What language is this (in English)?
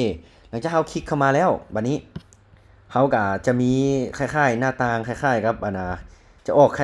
Lao